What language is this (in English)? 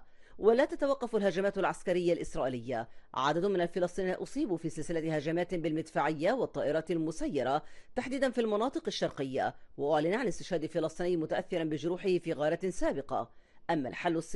Arabic